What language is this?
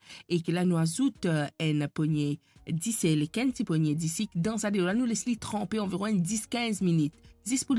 Morisyen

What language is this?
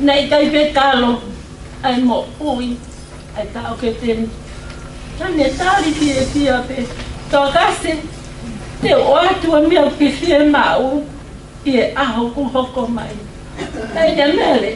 Tongan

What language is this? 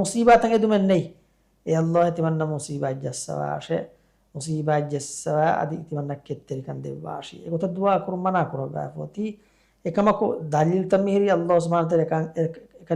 Divehi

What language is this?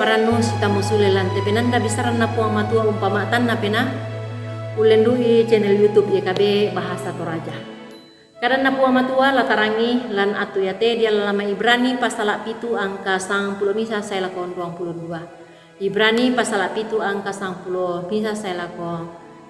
Toraja-Sa'dan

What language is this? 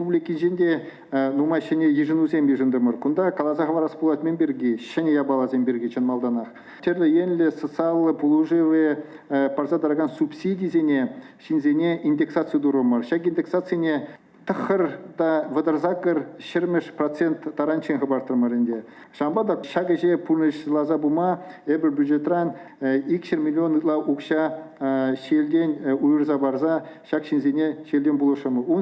Chuvash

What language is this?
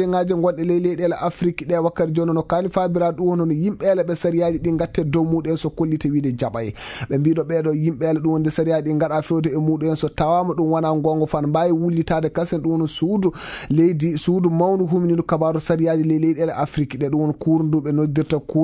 Fula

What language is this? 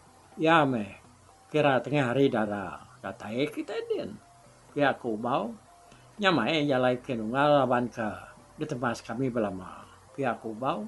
Iban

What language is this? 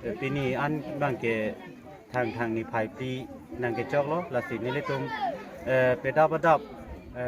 Karbi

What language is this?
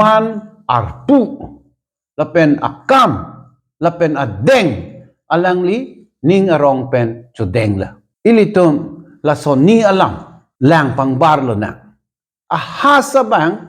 Karbi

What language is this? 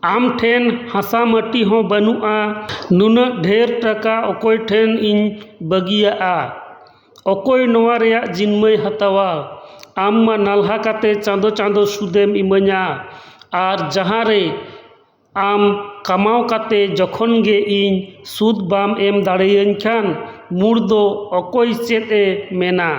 Santali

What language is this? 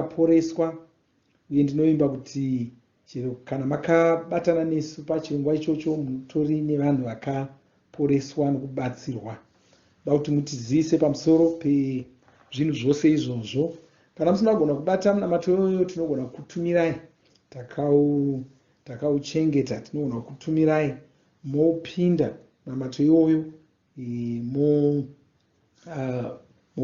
Shona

